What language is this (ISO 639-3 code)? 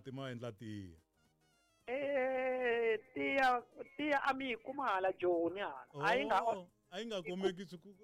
tso